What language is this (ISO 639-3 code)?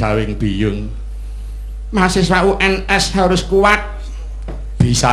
jav